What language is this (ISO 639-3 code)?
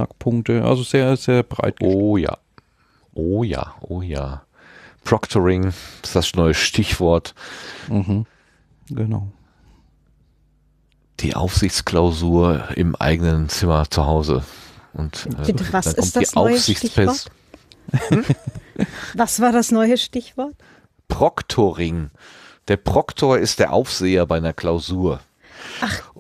deu